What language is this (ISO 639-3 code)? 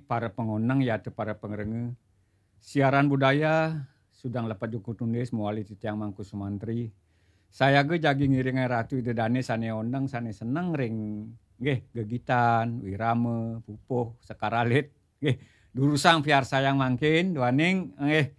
ban